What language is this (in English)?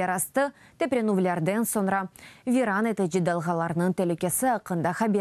Crimean Tatar